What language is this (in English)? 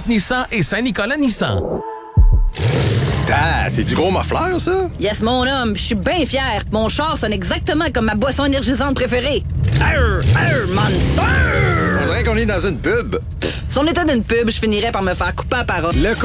French